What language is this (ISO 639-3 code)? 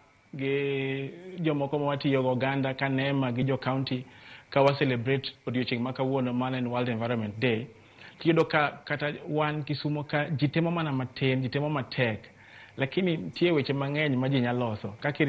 luo